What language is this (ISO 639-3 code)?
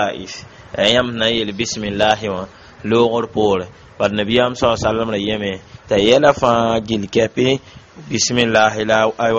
mos